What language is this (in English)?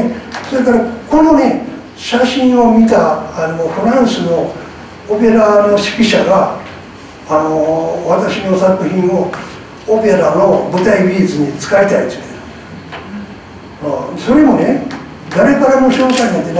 Japanese